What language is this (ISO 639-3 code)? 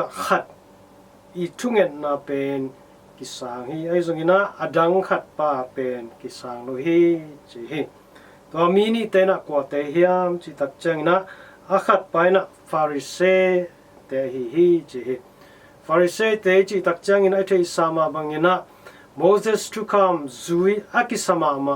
ctd